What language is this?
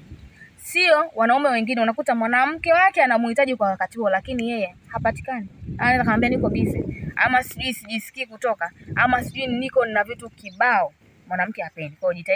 Swahili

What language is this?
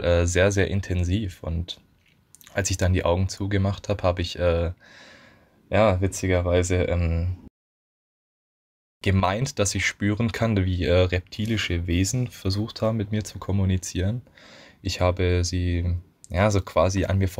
German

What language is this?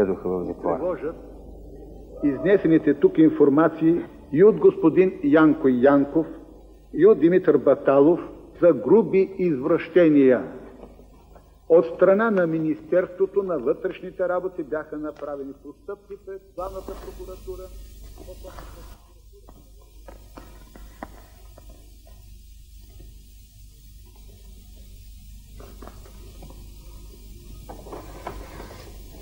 Bulgarian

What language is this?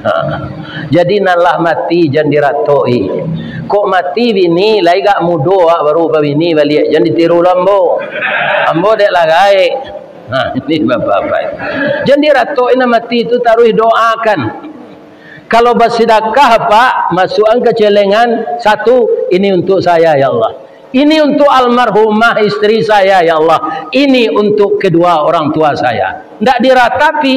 Minangkabau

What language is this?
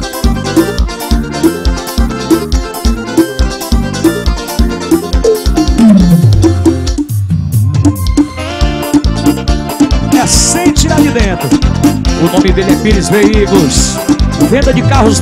Portuguese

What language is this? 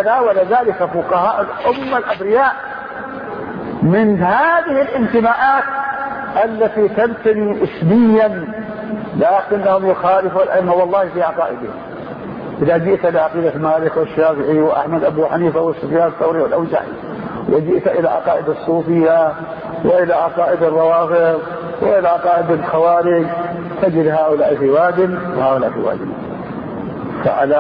Arabic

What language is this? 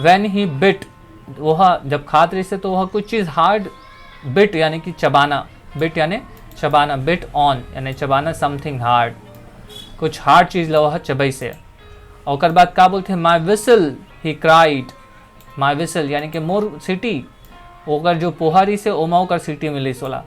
Chhattisgarhi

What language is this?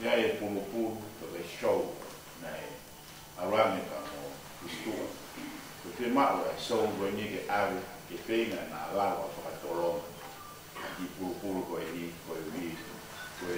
Tongan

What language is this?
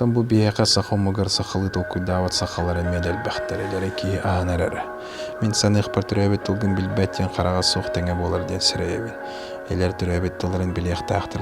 Yakut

